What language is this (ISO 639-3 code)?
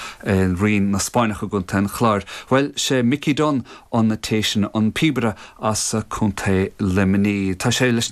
gle